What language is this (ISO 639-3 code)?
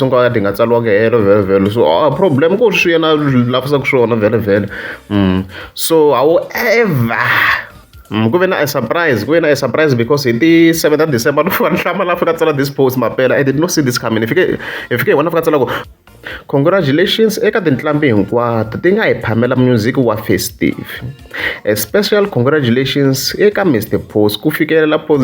tso